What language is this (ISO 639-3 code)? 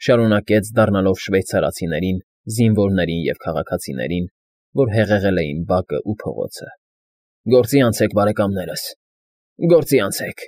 hye